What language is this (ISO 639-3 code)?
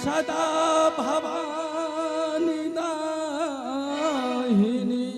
anp